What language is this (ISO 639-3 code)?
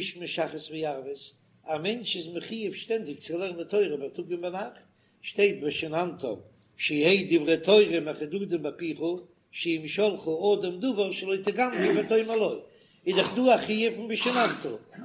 yid